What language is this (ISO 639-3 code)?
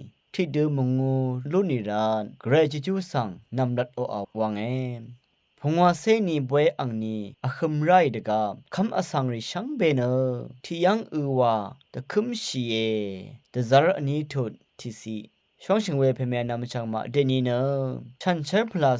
raw